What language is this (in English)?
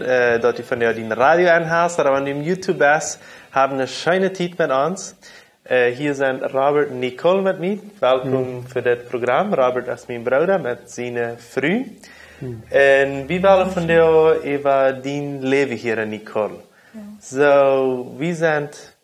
Plautdietsch